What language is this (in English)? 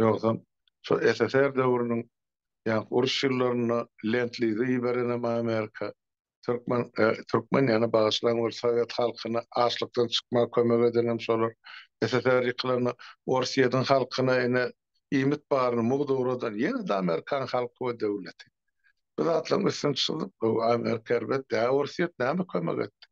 Turkmen